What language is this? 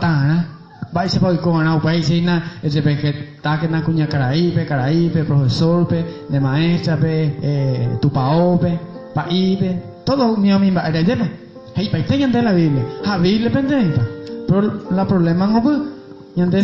Guarani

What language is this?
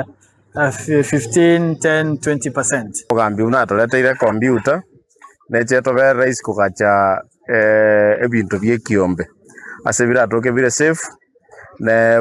Gusii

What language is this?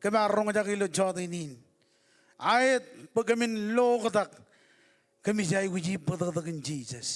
Marshallese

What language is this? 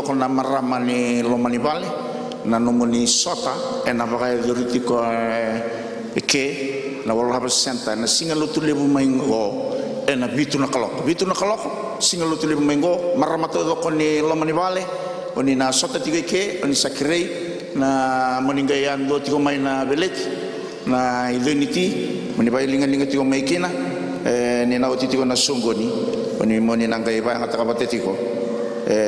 Fijian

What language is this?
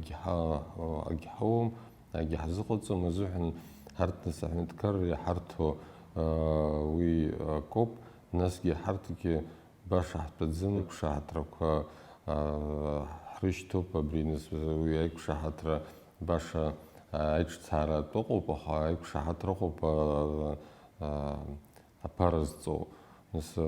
Abkhazian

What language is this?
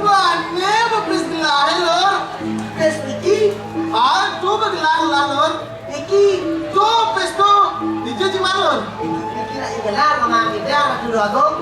Balinese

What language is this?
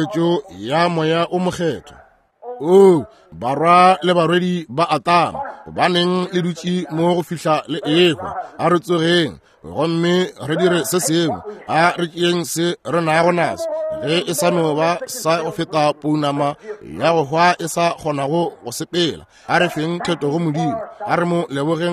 Northern Sotho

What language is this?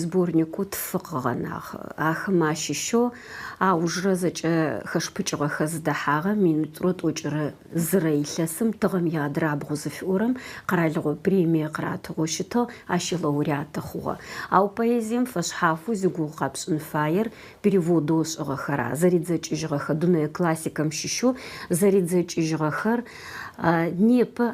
Adyghe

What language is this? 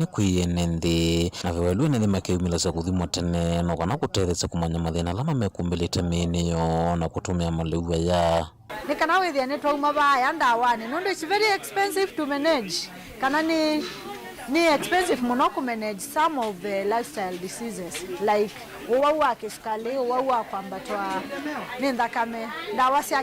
Kamba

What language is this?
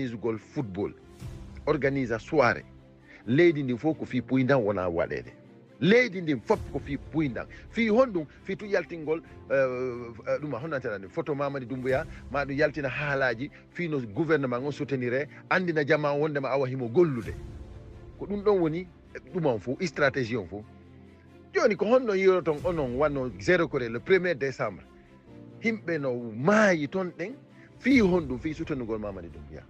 Fula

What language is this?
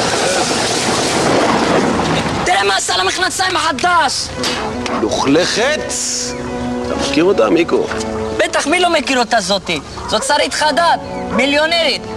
Hebrew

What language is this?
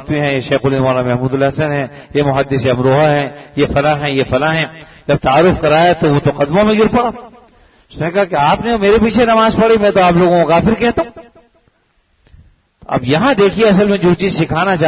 Urdu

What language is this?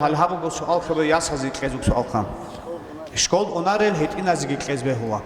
Avaric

